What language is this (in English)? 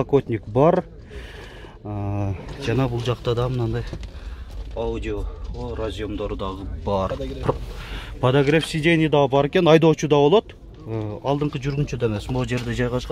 Kyrgyz